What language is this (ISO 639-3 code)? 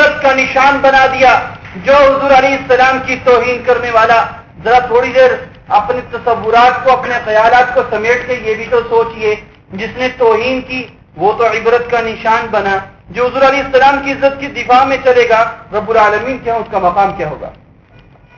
urd